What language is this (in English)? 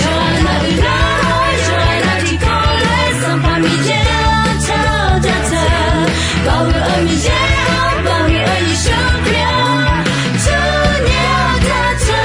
Akha